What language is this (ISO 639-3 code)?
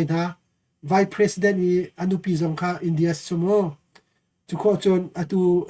cnh